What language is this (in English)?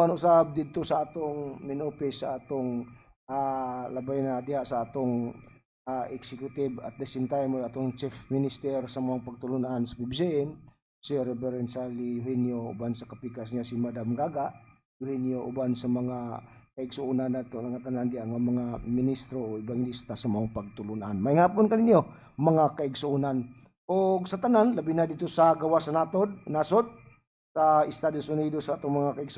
Cebuano